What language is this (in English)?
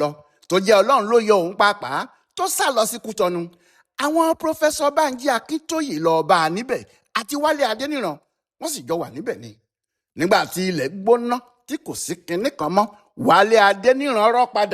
Yoruba